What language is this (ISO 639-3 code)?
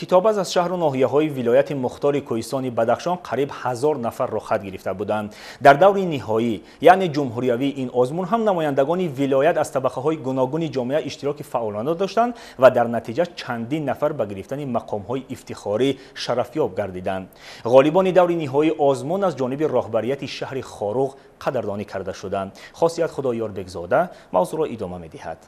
tgk